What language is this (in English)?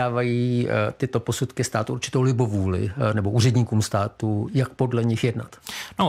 Czech